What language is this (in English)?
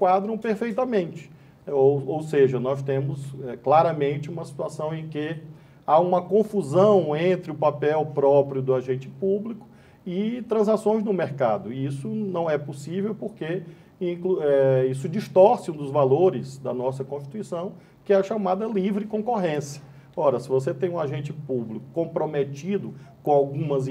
Portuguese